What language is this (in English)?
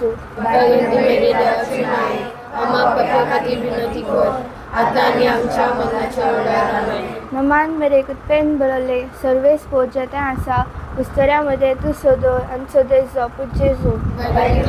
Konkani